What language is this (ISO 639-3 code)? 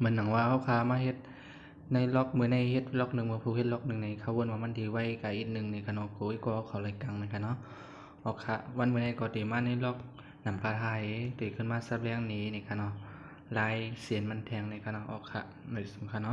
shn